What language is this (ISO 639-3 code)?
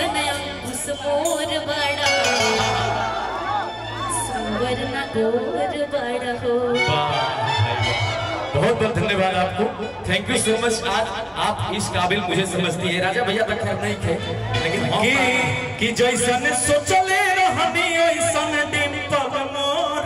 bho